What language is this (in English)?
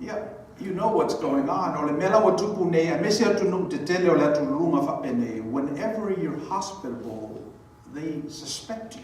Samoan